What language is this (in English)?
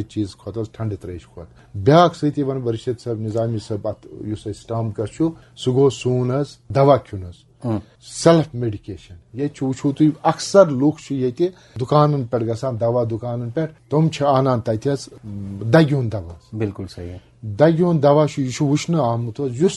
Kashmiri